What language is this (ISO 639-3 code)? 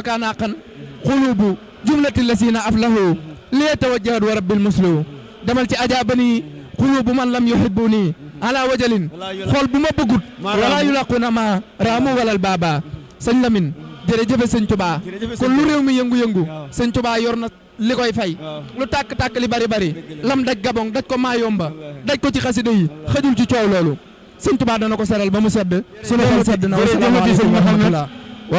wol